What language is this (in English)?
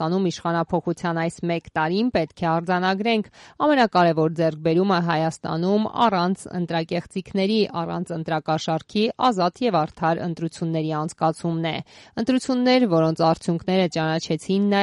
Armenian